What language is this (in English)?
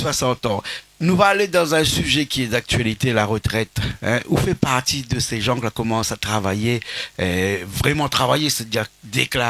Réunion Creole French